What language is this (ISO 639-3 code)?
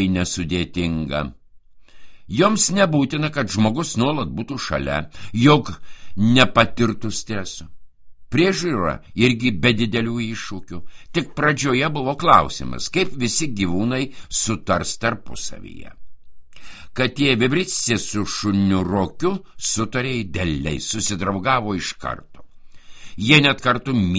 lit